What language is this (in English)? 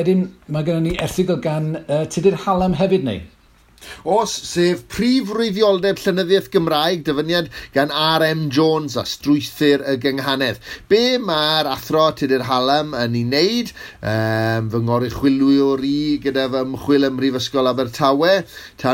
Welsh